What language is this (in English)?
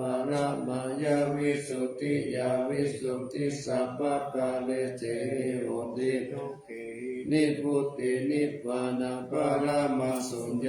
Pali